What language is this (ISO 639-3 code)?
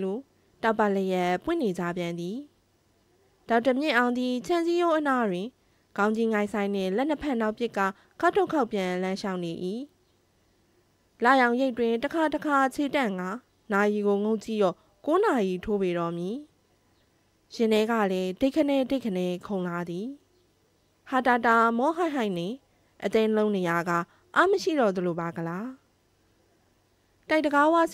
mya